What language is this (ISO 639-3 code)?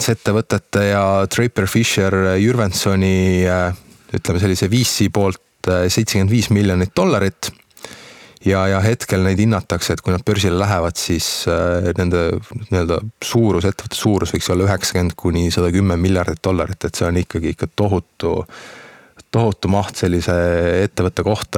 est